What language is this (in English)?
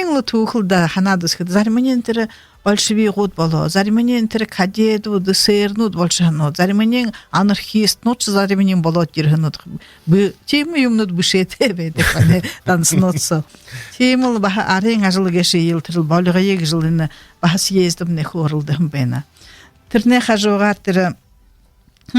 Buriat